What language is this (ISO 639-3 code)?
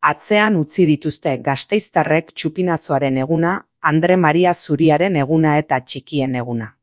eus